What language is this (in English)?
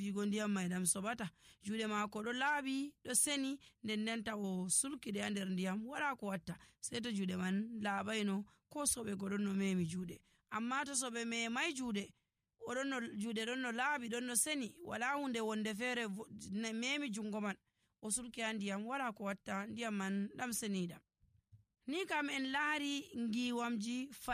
Nigerian Fulfulde